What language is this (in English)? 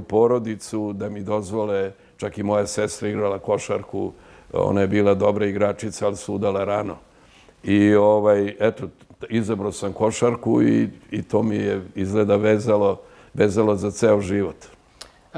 Serbian